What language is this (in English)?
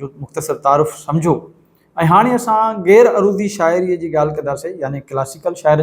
Sindhi